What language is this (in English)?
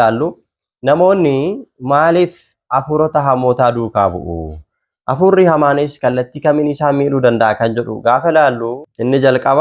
Oromo